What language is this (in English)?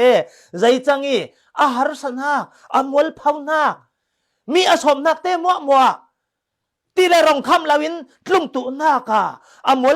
Falam Chin